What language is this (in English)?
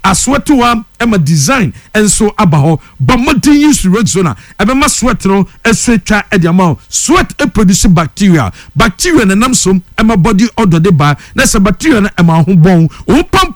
Akan